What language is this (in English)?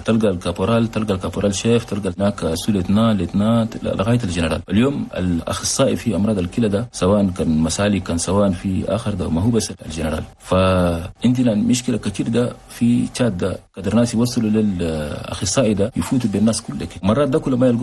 Chadian Arabic